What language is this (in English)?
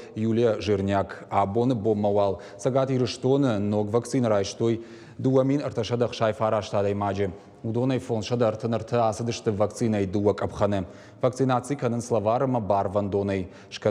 Ossetic